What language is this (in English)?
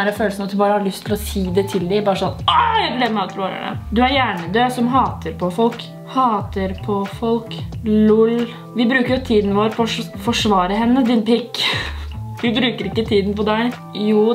Norwegian